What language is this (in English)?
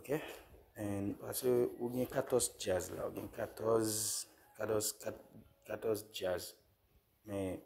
Haitian Creole